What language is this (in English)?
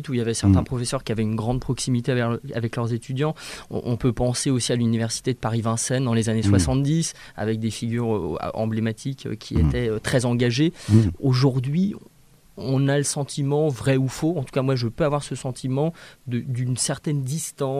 French